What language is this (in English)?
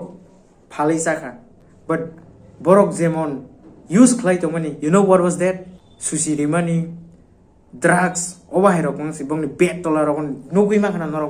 Kok Borok